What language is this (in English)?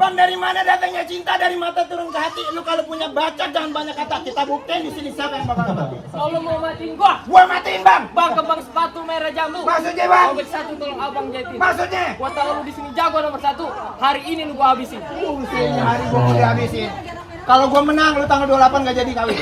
Betawi